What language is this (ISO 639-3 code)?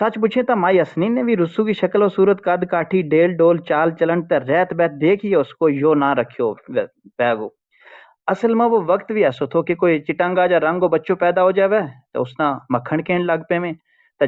gju